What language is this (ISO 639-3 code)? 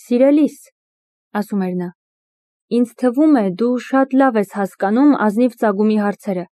hye